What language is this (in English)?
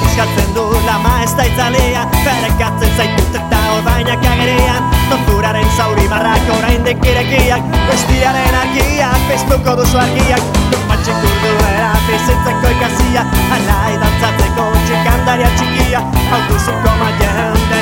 Basque